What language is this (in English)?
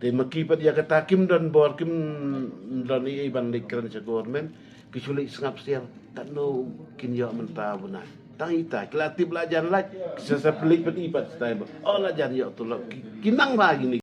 Khasi